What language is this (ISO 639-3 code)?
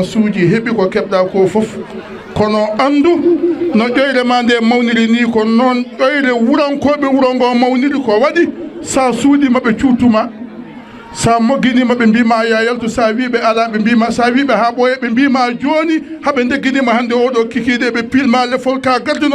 ful